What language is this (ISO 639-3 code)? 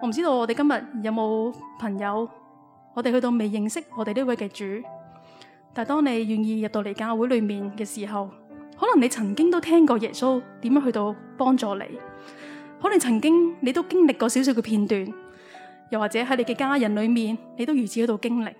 yue